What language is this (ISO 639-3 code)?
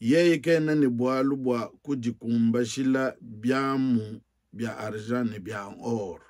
lua